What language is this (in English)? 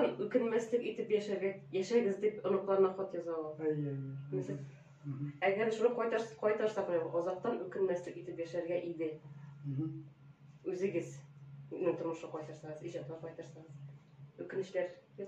Tatar